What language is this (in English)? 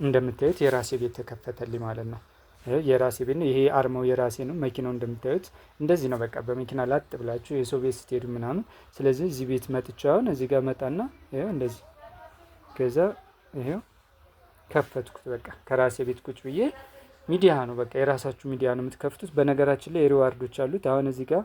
Amharic